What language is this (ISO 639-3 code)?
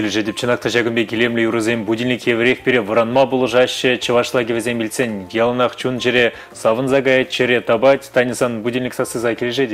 chv